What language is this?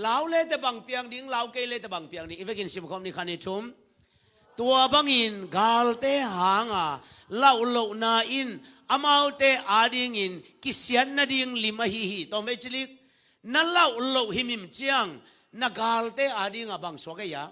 Tedim Chin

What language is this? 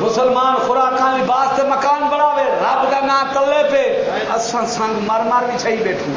Saraiki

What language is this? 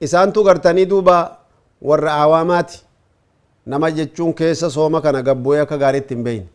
Oromo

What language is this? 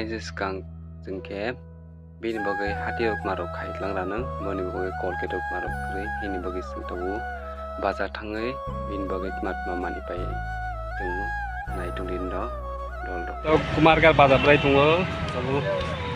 Kok Borok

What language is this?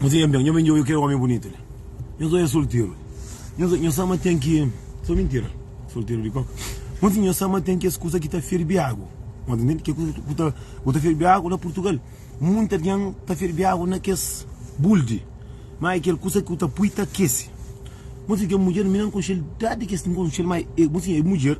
Kabuverdianu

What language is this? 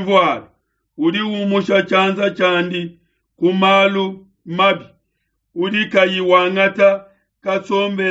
Luba-Lulua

